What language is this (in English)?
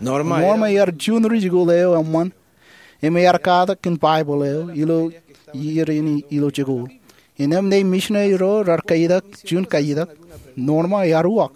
Marshallese